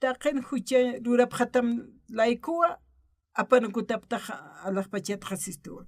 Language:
Aymara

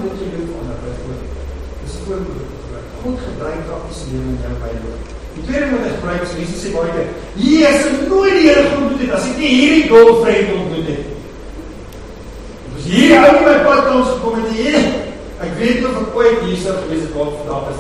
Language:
Afrikaans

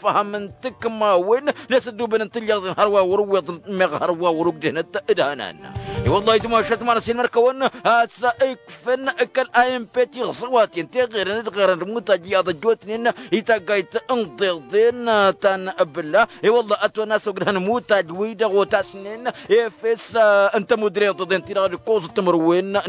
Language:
Tamasheq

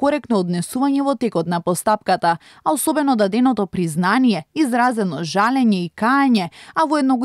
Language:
Macedonian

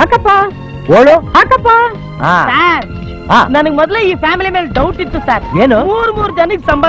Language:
Kannada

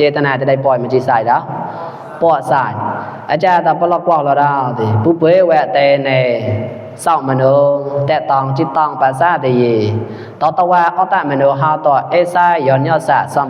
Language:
Mon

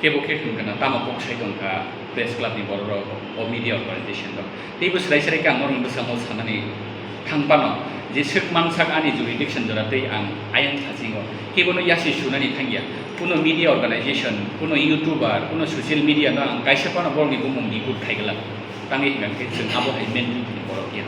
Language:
Kok Borok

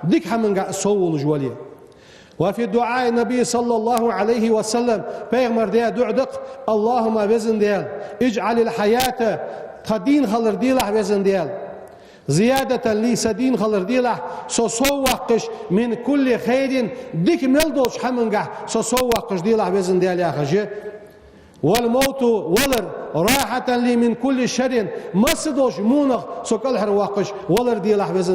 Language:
Ingush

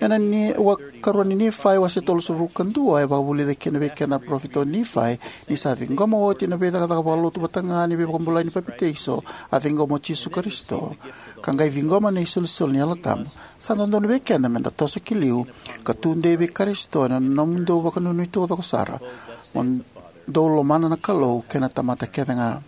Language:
Fijian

